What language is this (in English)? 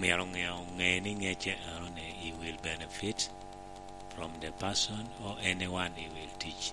Lango (Uganda)